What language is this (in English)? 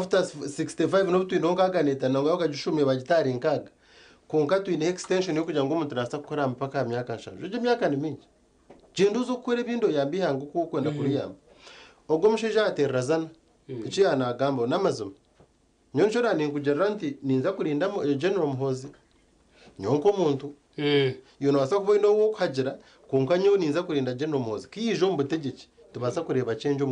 Nyankole